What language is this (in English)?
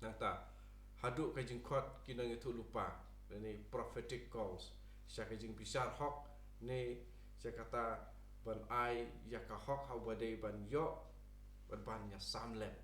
Khasi